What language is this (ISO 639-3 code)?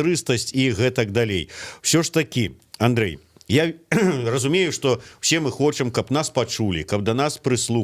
bel